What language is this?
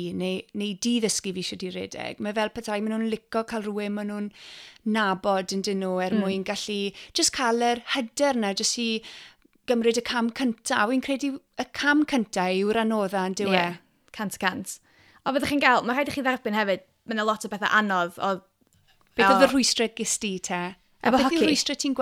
Welsh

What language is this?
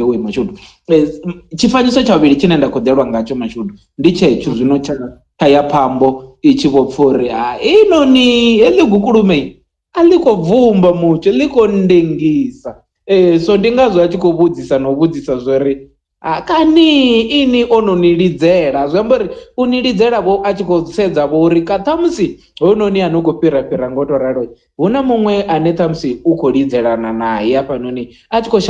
Venda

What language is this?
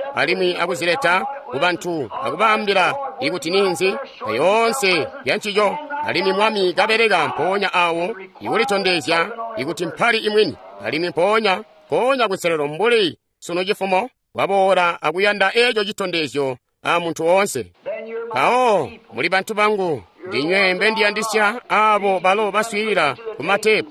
Tonga (Zambia)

